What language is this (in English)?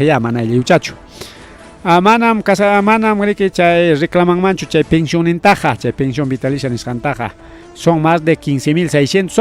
Ayacucho Quechua